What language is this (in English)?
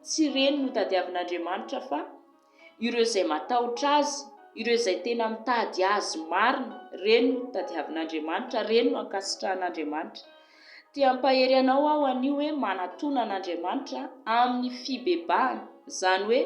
Malagasy